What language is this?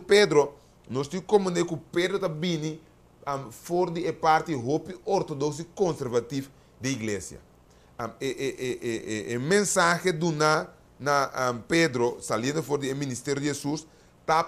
Papiamento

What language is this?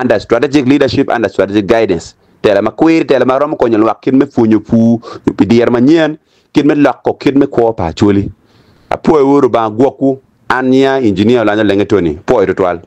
Acoli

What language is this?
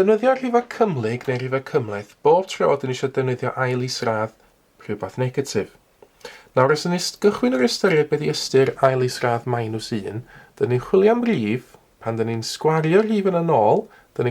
Welsh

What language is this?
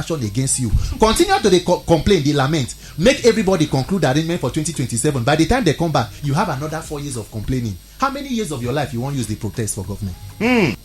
Nigerian Pidgin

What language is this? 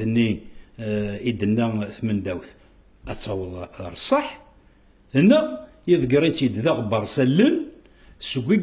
Kabyle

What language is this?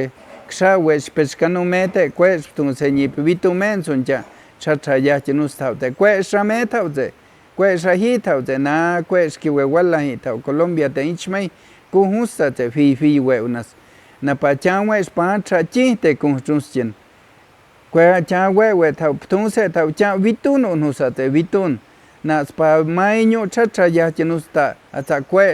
Páez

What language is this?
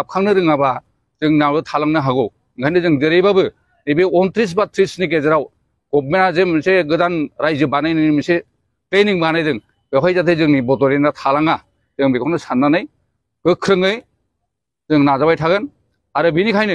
Bodo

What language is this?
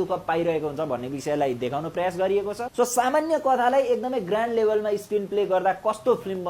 Nepali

